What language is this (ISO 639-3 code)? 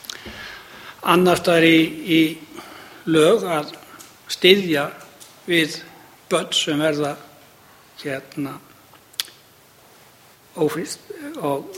isl